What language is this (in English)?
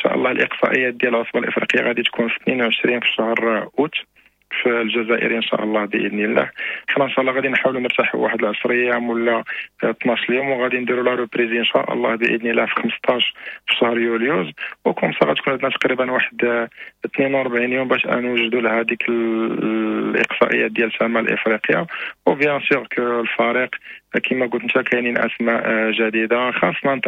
Moroccan Arabic